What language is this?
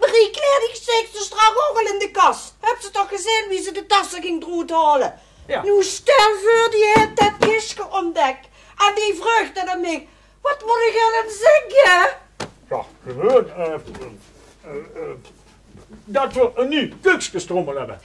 Limburgish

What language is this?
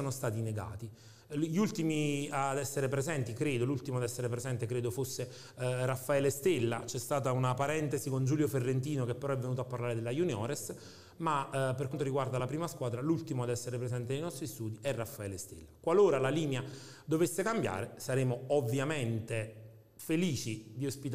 Italian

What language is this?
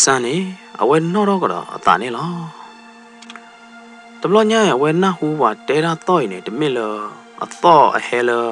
S'gaw Karen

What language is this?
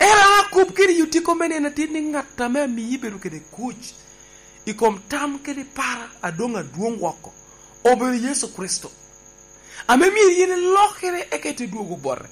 Lango (Uganda)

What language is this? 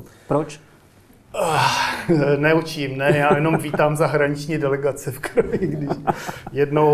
Czech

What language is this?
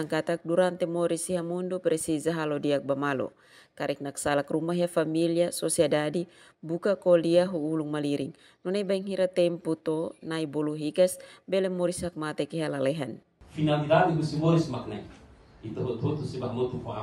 Tetum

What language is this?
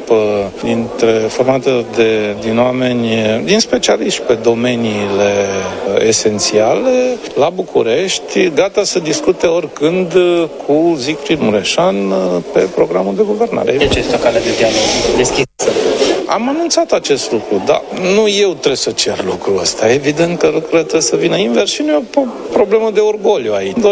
Romanian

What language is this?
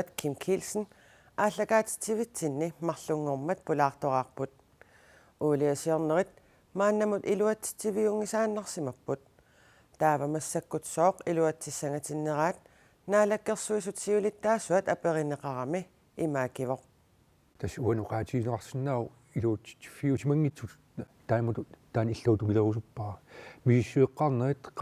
Kalaallisut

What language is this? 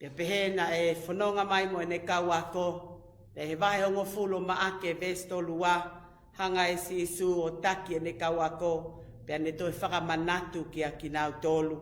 Tongan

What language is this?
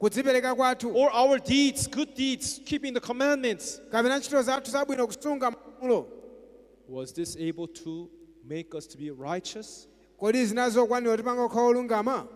Nyanja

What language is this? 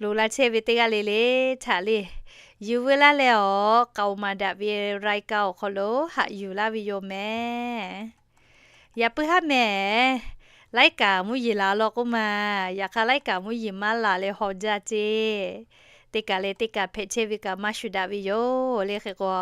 Lahu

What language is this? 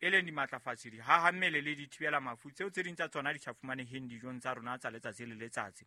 Southern Sotho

